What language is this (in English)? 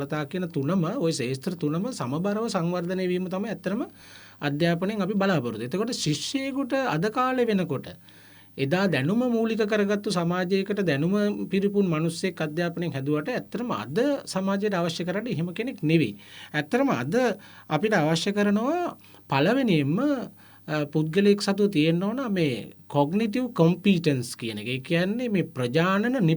Sinhala